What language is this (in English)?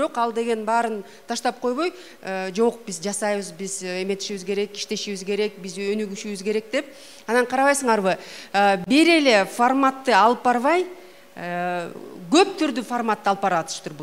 Kyrgyz